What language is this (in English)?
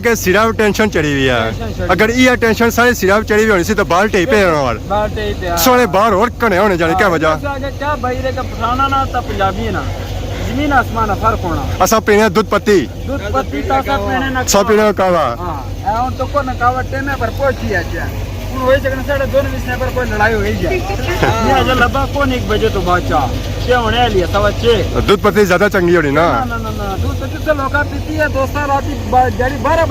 Pahari-Potwari